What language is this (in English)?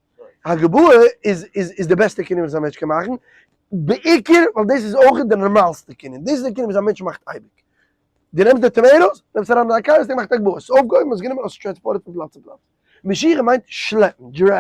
Yiddish